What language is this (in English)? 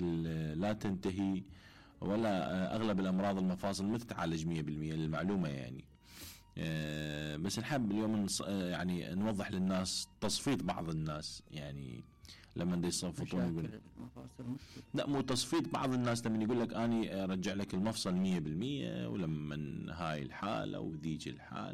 Mesopotamian Arabic